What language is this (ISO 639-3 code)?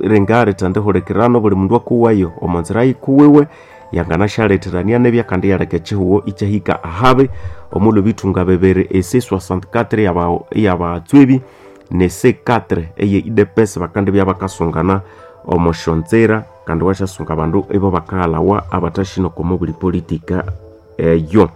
nnb